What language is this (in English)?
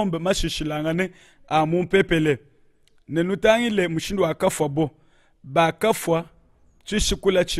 Luba-Lulua